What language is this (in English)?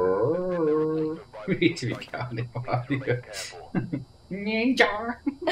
Finnish